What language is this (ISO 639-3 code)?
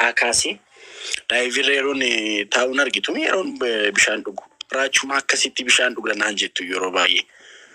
orm